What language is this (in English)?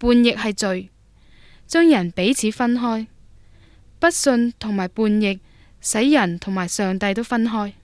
Cantonese